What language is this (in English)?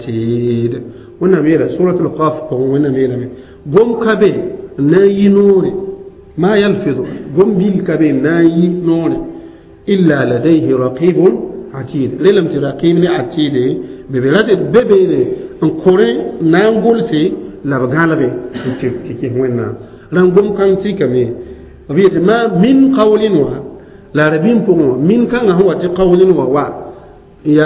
Mossi